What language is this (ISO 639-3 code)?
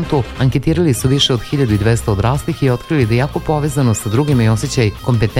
srp